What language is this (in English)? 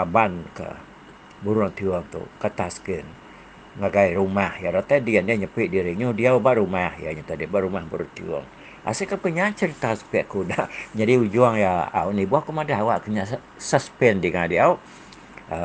Iban